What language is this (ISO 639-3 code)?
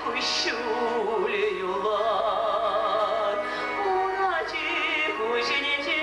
chv